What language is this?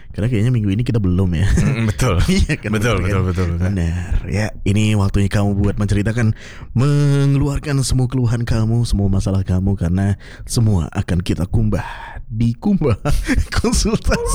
Indonesian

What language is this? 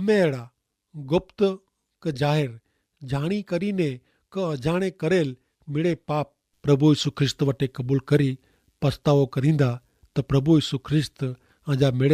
Kachhi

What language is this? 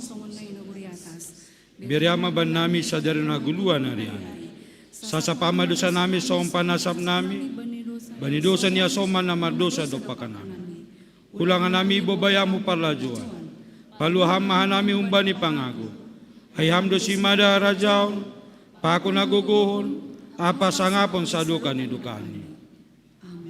Batak Simalungun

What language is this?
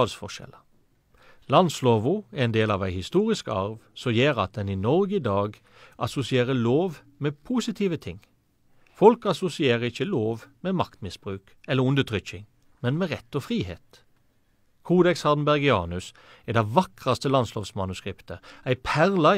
Norwegian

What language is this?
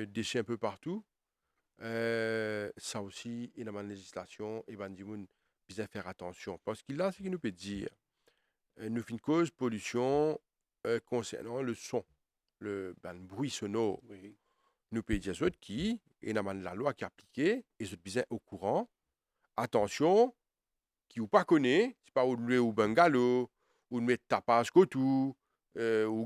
Morisyen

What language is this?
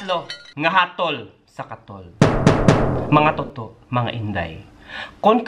Hiligaynon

